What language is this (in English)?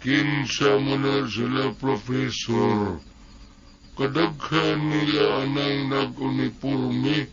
Cebuano